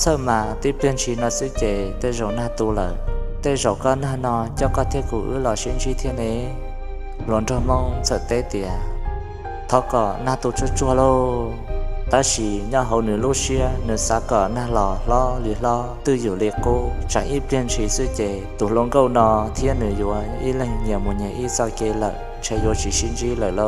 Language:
Hmong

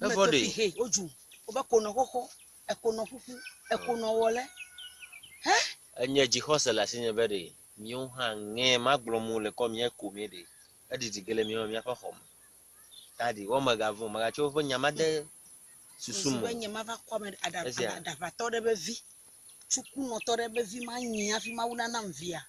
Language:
Ewe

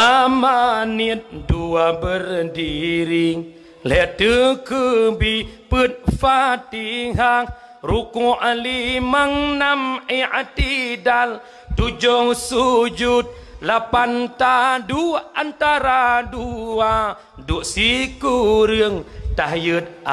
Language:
Achinese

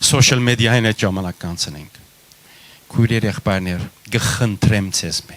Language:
Western Armenian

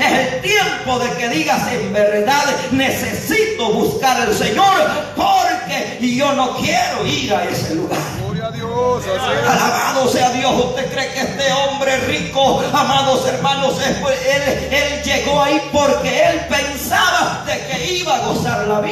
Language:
Spanish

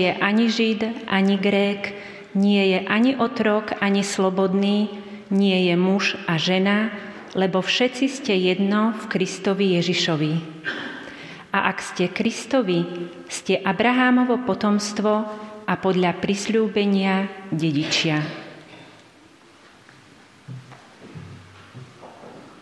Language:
Slovak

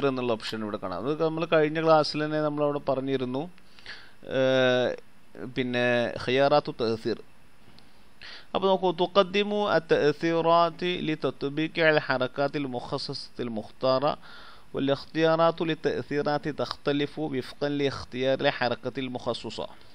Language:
Malayalam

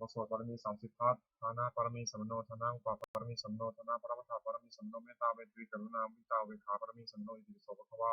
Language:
Pali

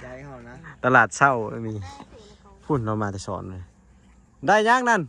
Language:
Lao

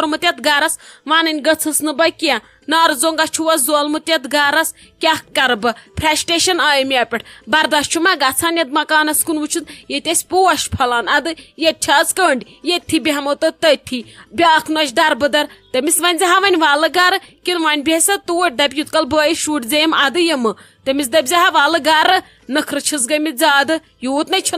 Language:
Kashmiri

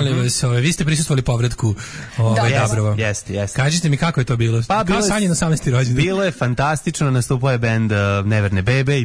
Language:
Serbian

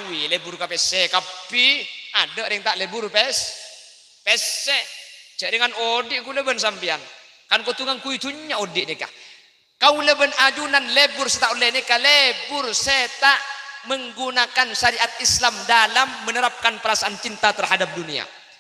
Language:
Madurese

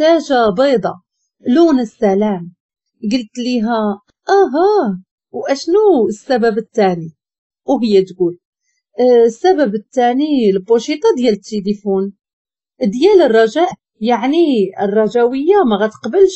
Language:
Moroccan Arabic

